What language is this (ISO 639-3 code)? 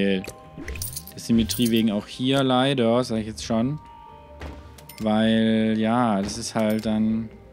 deu